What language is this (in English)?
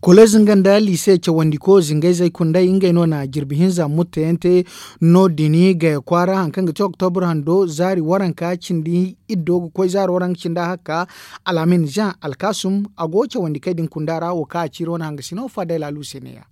Zarma